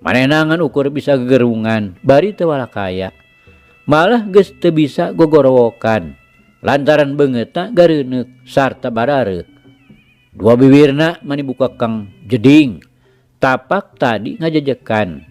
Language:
Sundanese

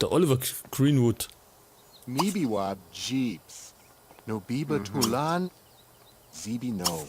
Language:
Bavarian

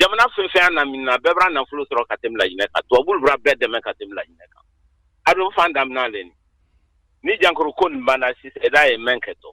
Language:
Bambara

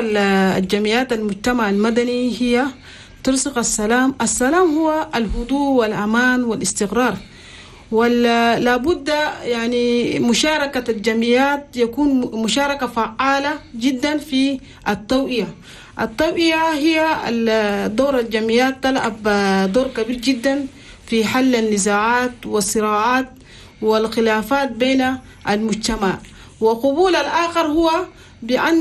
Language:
Chadian Arabic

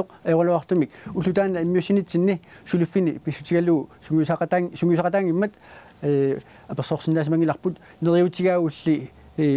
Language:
Kalaallisut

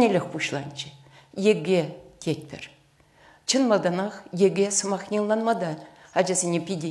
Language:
Chuvash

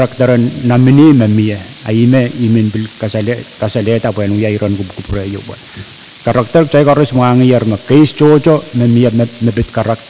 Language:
Pohnpeian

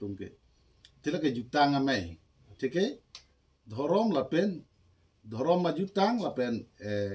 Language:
Karbi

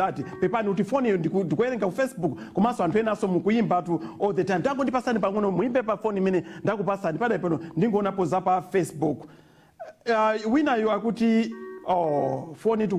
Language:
Nyanja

